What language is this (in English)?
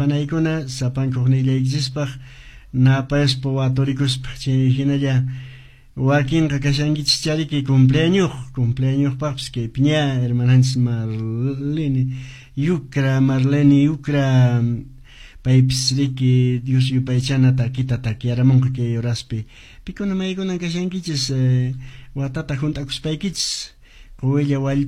Quechua